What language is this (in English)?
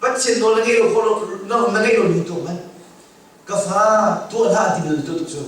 Hakha Chin